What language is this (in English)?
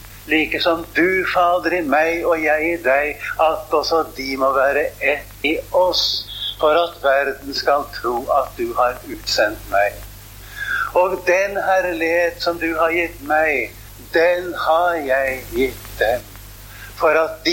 Norwegian